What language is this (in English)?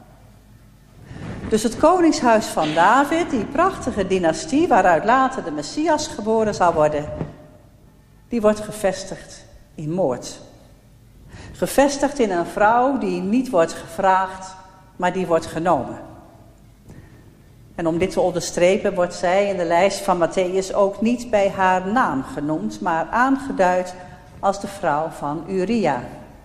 Dutch